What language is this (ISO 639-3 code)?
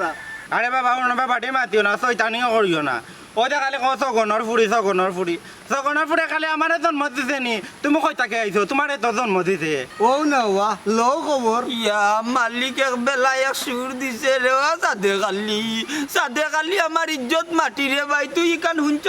syl